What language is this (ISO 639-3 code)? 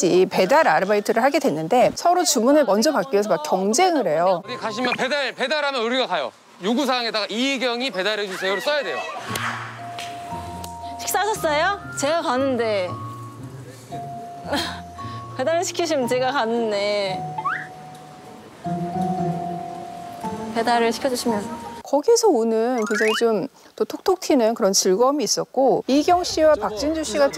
kor